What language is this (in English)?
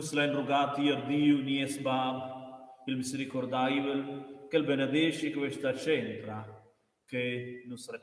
Romansh